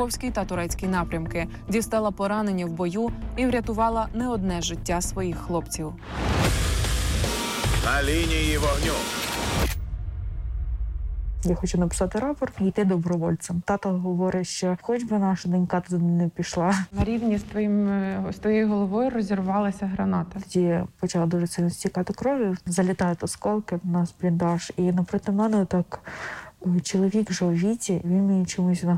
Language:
Ukrainian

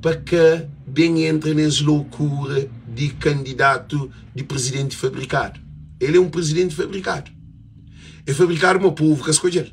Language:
Kabuverdianu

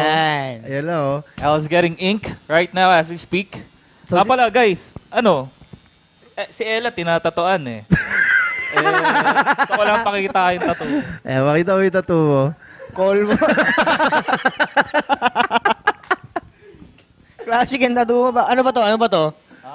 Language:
Filipino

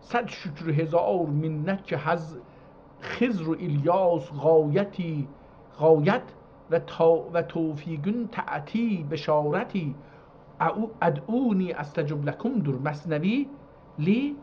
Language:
South Azerbaijani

